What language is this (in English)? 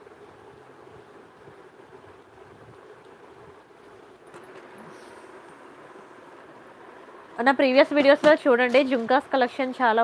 Telugu